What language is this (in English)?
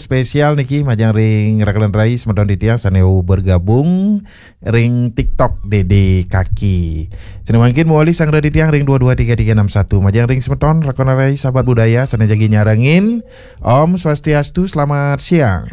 Balinese